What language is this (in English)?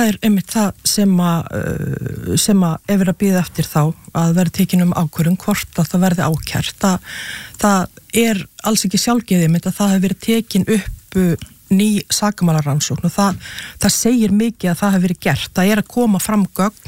Icelandic